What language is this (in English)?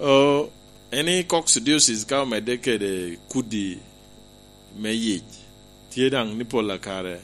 Lango (Uganda)